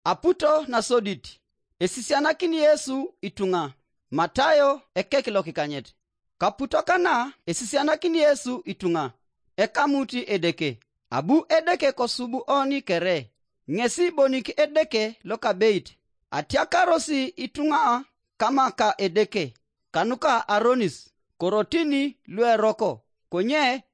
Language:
Teso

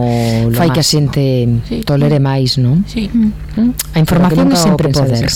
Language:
Galician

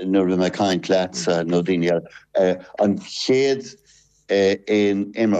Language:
Irish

